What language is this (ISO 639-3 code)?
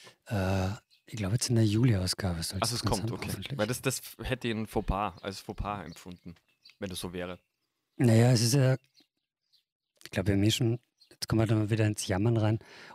deu